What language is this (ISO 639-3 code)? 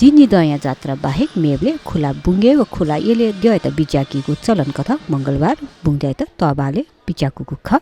new